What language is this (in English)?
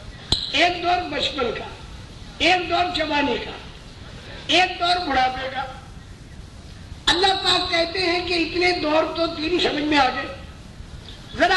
Urdu